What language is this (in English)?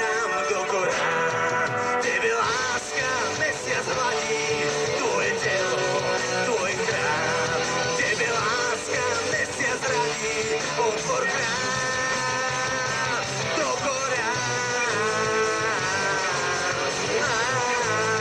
Slovak